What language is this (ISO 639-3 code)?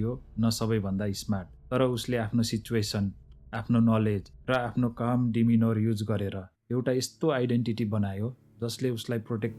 nep